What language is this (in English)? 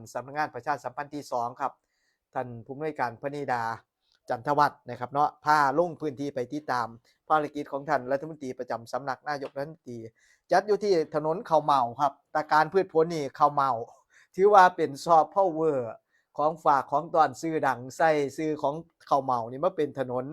Northeastern Thai